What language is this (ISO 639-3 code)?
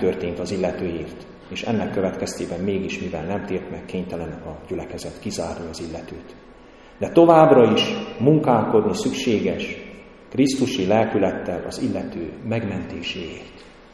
hun